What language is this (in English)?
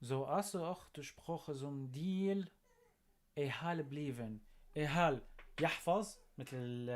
North Levantine Arabic